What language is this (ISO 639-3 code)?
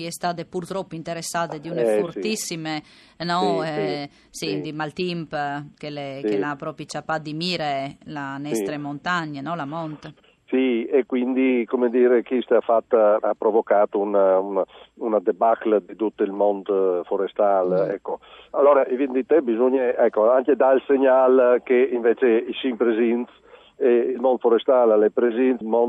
fur